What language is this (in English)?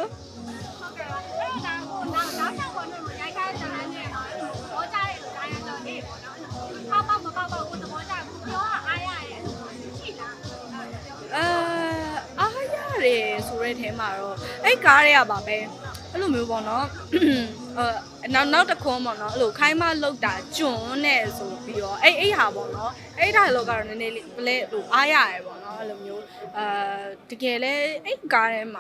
Burmese